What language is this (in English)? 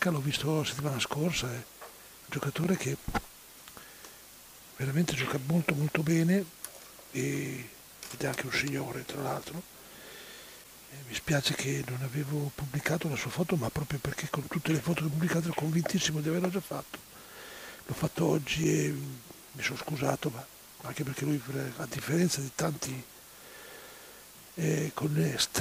Italian